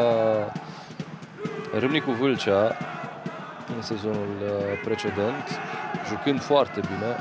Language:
Romanian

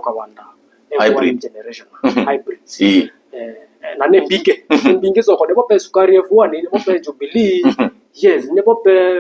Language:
Kamba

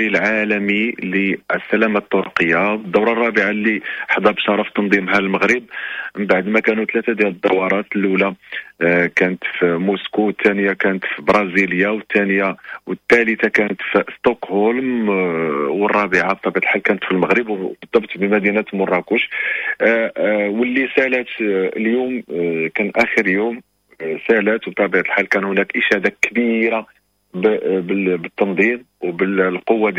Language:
Moroccan Arabic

